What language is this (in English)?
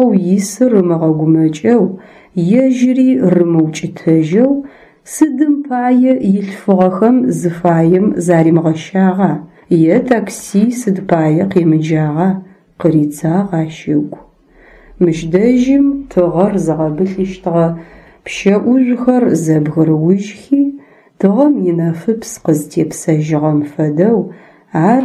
Adyghe